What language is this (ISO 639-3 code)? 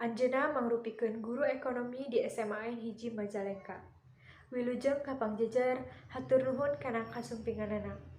sun